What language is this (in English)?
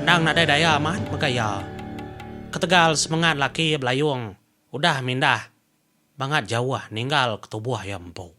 Iban